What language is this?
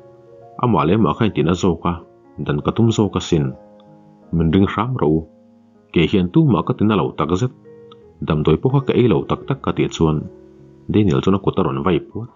Mizo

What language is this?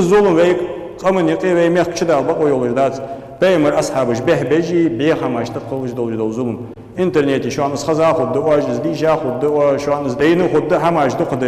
Ingush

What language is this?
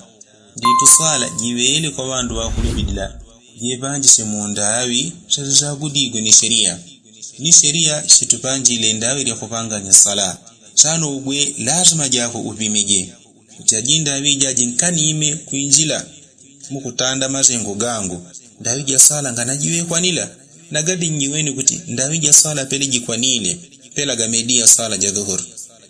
Yao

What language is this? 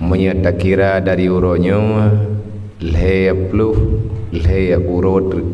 Achinese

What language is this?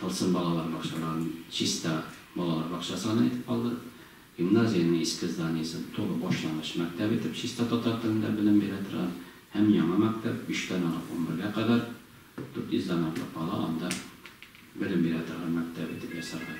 Tatar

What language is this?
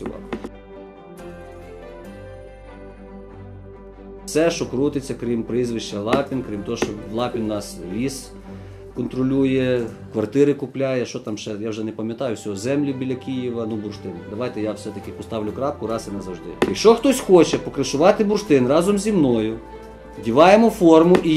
Ukrainian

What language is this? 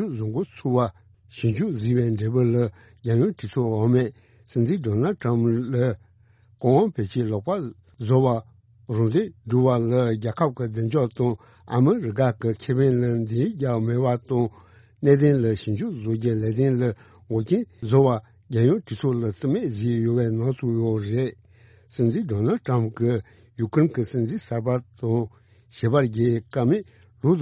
Tibetan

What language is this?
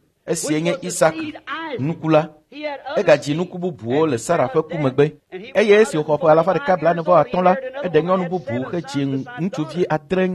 Ewe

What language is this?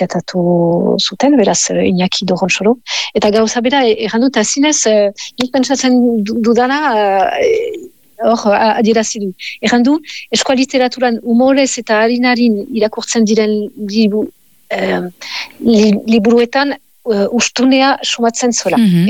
Basque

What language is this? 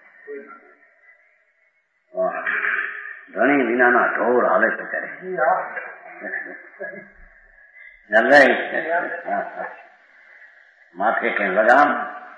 Gujarati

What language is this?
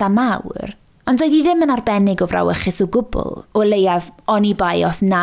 Welsh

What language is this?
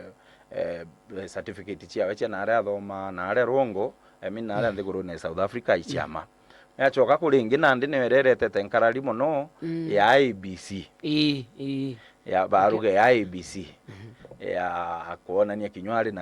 Meru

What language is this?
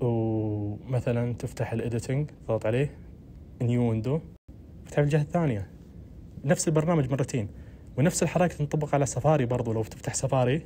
Najdi Arabic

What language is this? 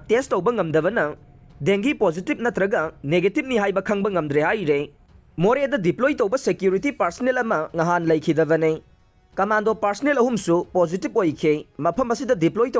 Manipuri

